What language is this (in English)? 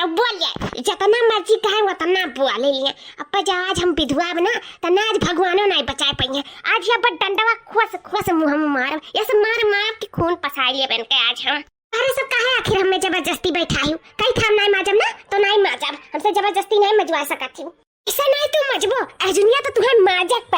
Awadhi